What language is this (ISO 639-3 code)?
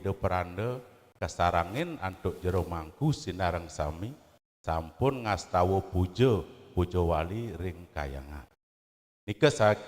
ban